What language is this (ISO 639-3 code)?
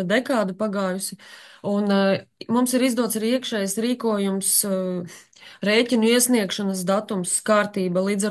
lav